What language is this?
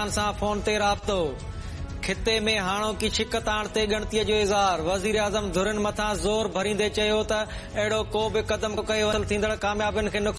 Sindhi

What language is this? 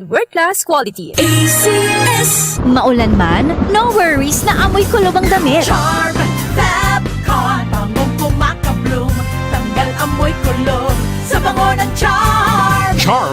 Bikol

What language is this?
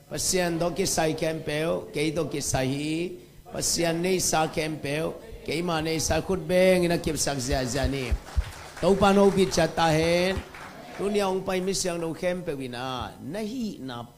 Tedim Chin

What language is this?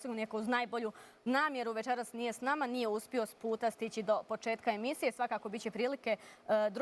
Bosnian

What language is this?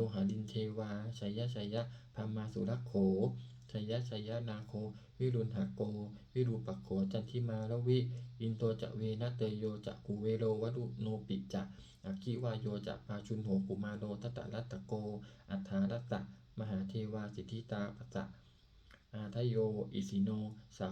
Pali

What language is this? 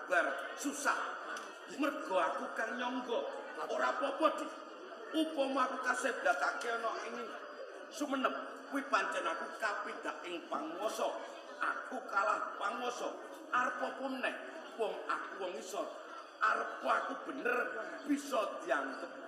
Javanese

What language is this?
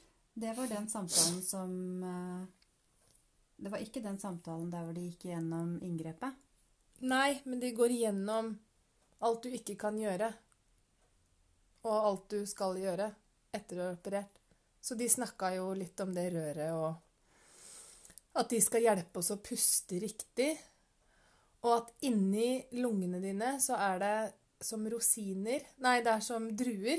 Norwegian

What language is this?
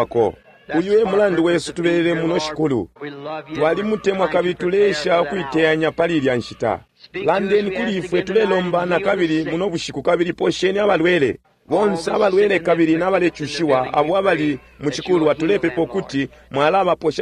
Bemba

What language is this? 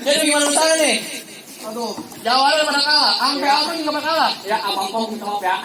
Betawi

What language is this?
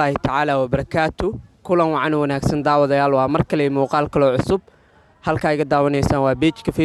Somali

